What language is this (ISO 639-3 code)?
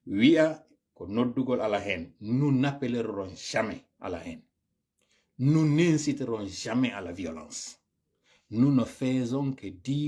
ful